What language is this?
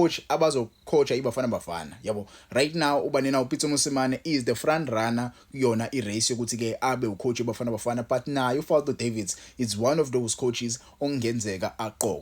Zulu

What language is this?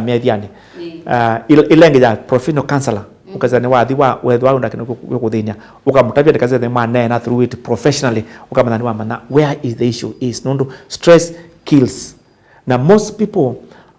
Kamba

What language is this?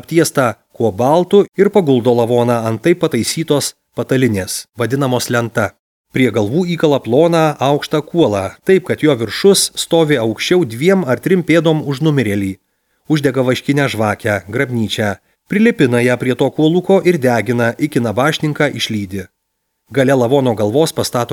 Lithuanian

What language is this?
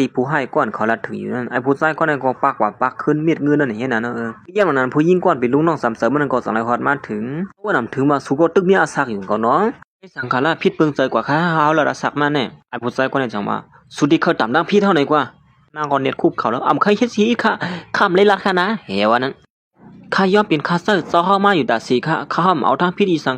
Shan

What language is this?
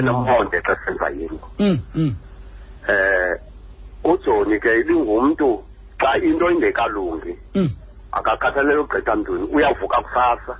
Xhosa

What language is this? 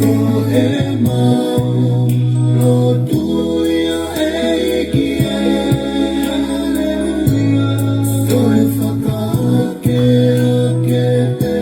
Tongan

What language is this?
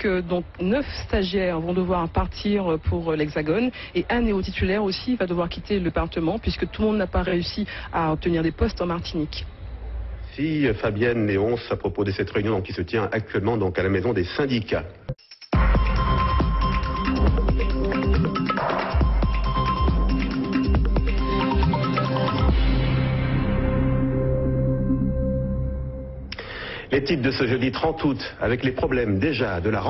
French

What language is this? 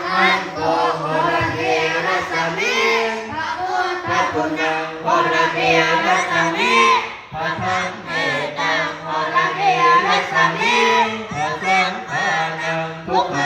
Pali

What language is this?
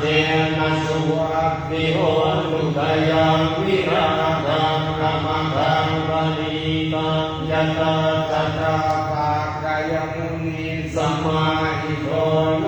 Pali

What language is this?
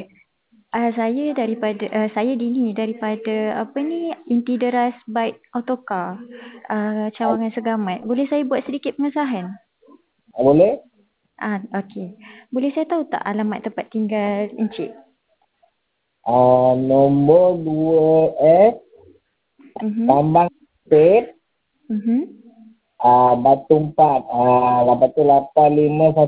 Malay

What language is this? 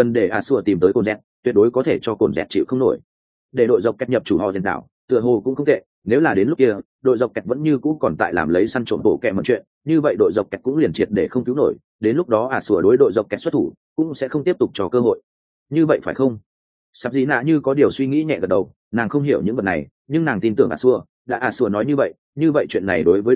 Vietnamese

